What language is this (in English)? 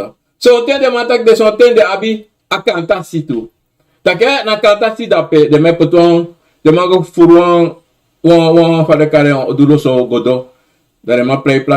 Sranan Tongo